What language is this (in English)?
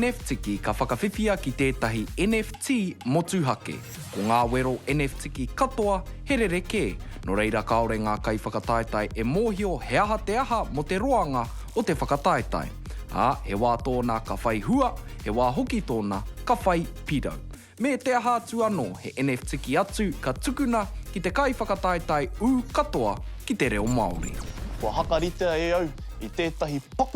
Māori